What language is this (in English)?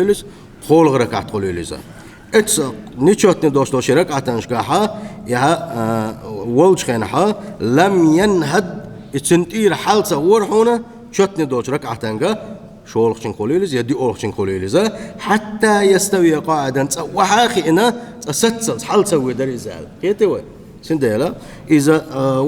Chechen